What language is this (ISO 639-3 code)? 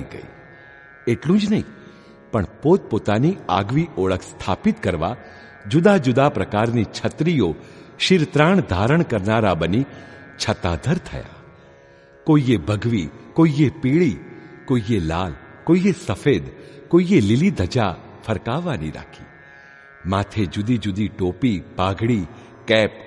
guj